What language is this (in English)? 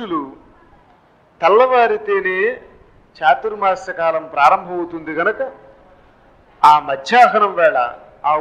Telugu